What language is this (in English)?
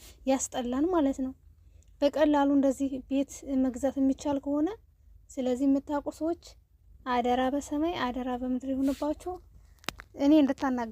Amharic